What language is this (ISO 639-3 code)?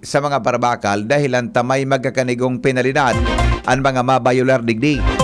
bik